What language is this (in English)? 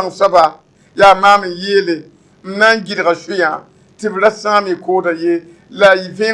Mossi